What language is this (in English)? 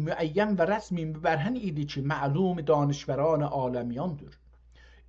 South Azerbaijani